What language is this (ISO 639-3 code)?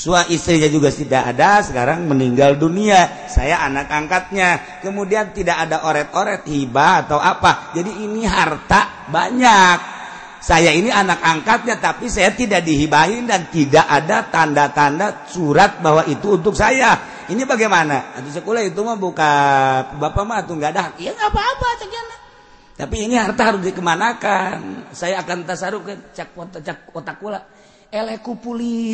sun